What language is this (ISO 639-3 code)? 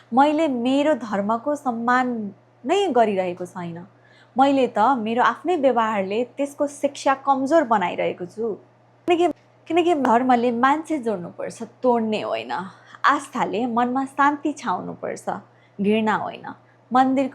nep